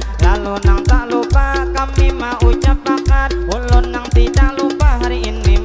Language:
Banjar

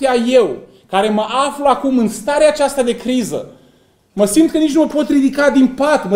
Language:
Romanian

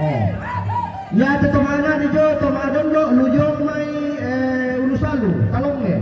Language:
Toraja-Sa'dan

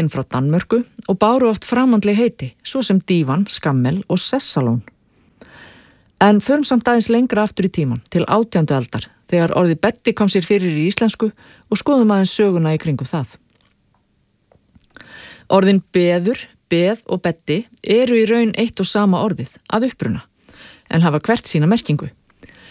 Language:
Icelandic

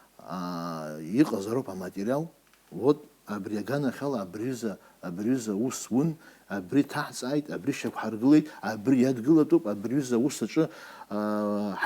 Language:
Abkhazian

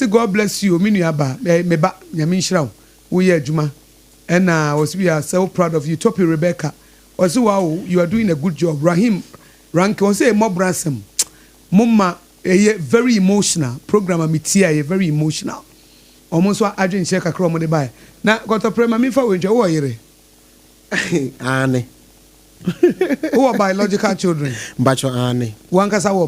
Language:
Akan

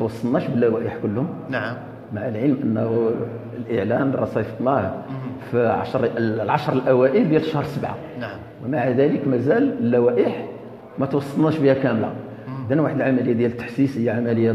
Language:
Moroccan Arabic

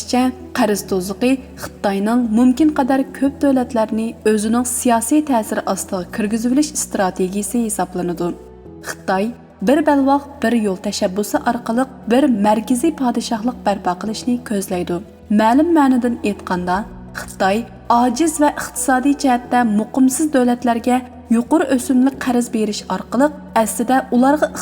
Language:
Uyghur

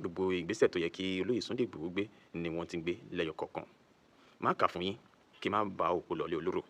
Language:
Yoruba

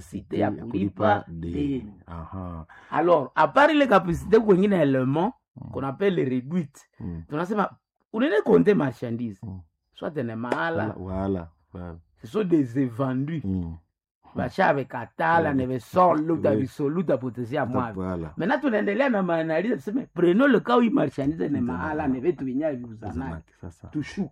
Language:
Swahili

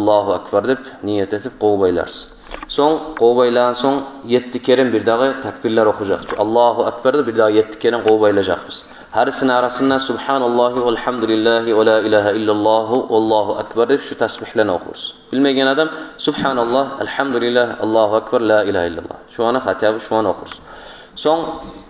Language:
Kumyk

